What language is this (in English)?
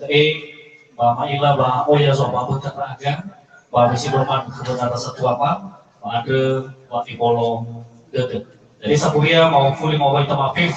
Nias